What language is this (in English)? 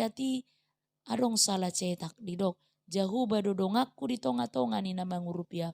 Batak Toba